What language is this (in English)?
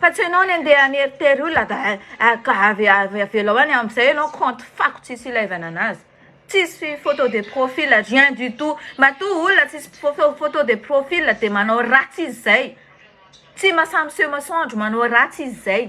Malagasy